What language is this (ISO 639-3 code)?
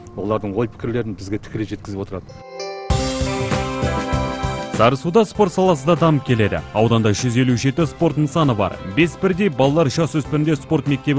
kaz